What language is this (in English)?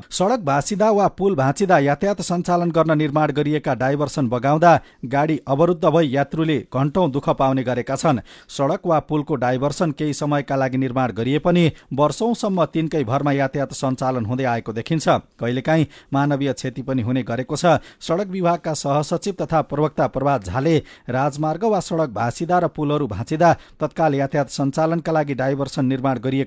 Nepali